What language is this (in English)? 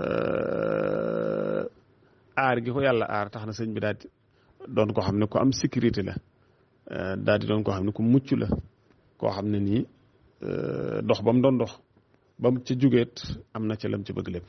Wolof